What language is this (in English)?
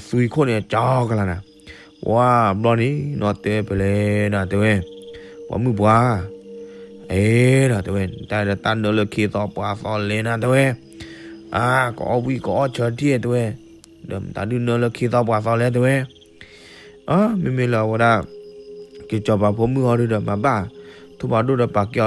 S'gaw Karen